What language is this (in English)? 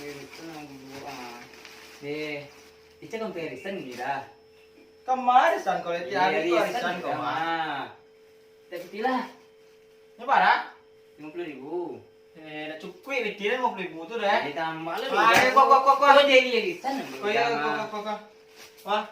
Minangkabau